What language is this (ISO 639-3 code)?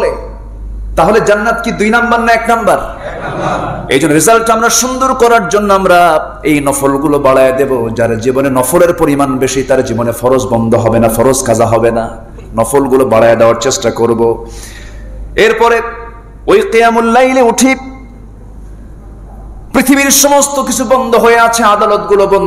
ben